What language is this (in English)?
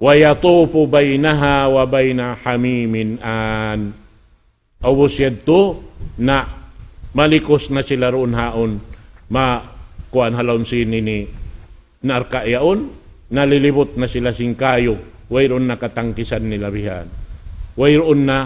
Tausug